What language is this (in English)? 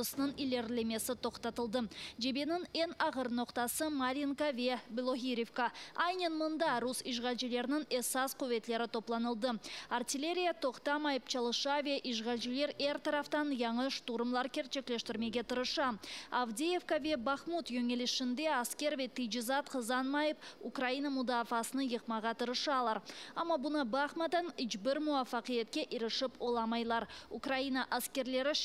Crimean Tatar